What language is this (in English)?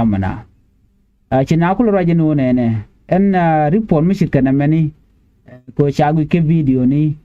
Nuer